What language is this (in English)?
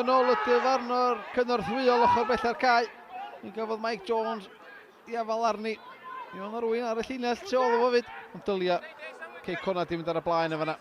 Welsh